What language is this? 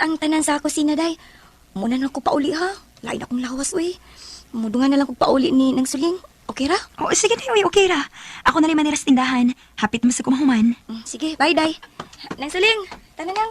Cebuano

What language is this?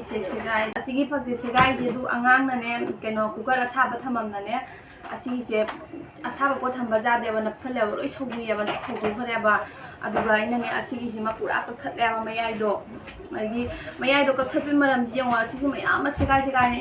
Manipuri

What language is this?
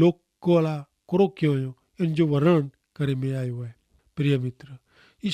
Kachhi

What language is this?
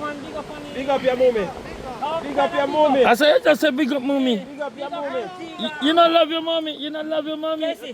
Jamaican Creole English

